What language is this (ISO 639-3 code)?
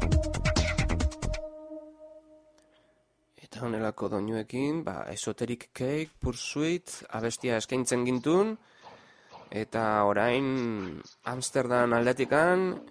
eus